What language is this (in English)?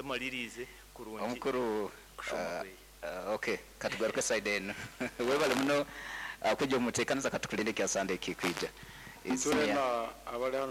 Nyoro